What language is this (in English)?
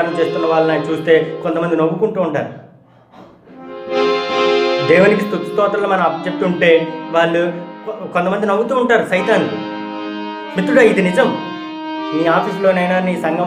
Telugu